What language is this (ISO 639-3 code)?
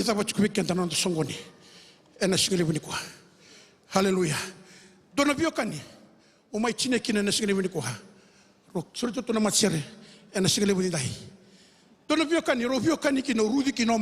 fij